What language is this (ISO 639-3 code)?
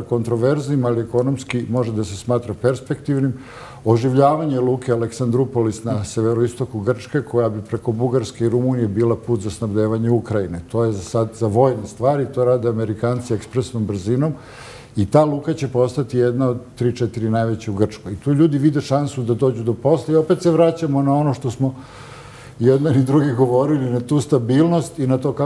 srp